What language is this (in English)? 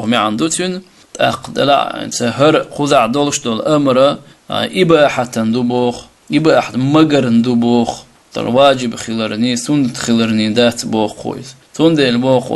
Chechen